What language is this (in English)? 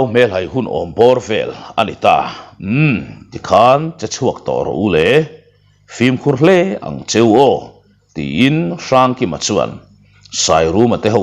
Mizo